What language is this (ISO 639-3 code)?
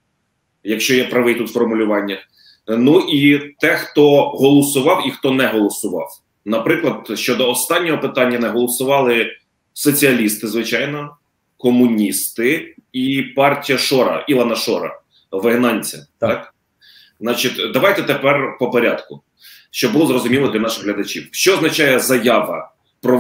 ukr